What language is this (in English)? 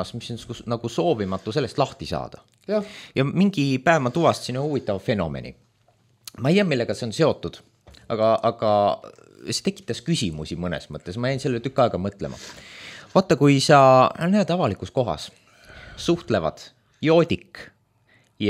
Estonian